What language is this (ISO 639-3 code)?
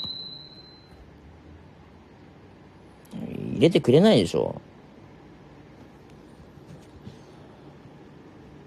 jpn